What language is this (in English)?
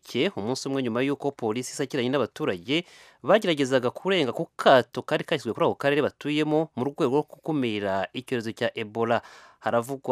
Kinyarwanda